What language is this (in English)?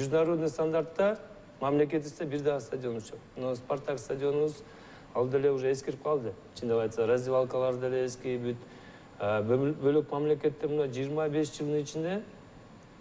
Kyrgyz